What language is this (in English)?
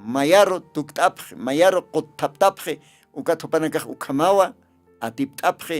Aymara